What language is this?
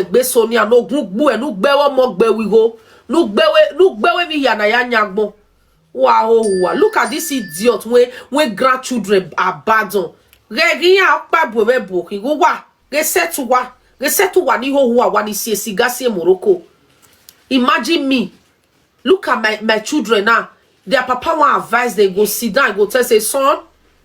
Nigerian Pidgin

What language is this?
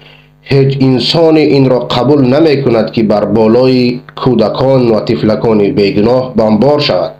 Persian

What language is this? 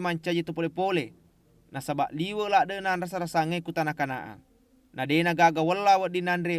Buginese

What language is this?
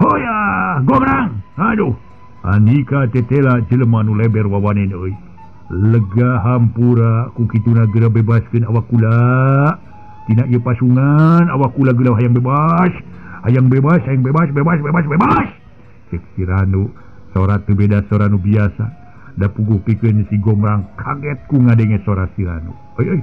Sundanese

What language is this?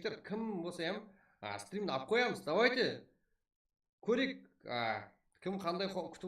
Kara-Kalpak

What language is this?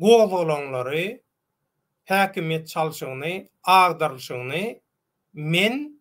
Turkmen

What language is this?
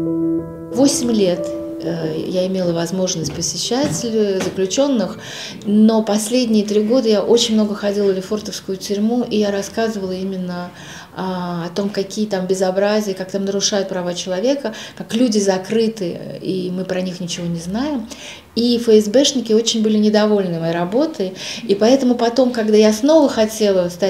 Russian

